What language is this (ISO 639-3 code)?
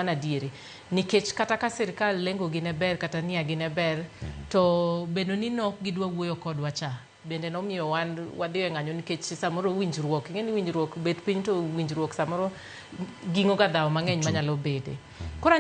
luo